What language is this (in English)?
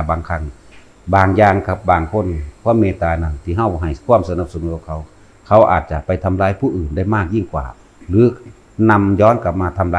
Northeastern Thai